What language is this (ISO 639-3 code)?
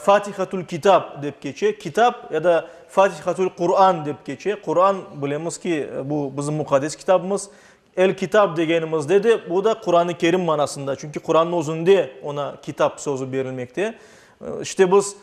crh